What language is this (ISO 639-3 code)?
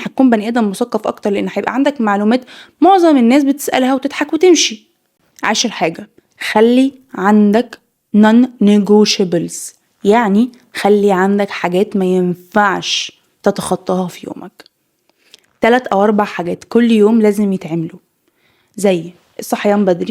arz